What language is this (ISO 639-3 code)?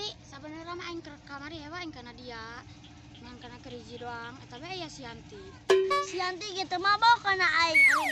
sun